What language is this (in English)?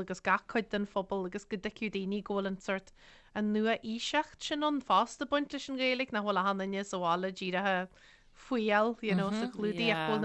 Irish